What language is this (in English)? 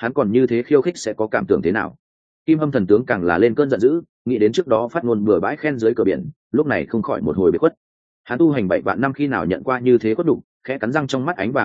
Vietnamese